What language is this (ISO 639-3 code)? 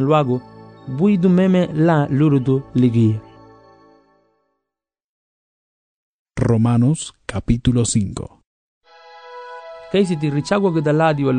cab